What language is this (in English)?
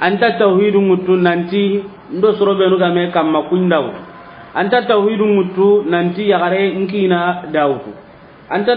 Soninke